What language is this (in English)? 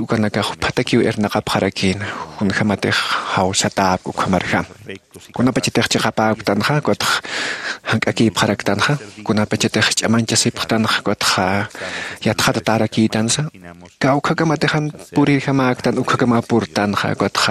Aymara